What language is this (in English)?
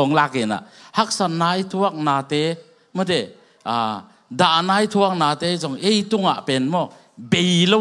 Tedim Chin